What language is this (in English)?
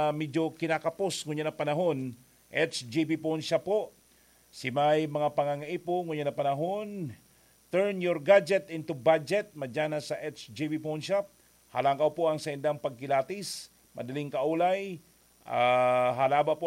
Bikol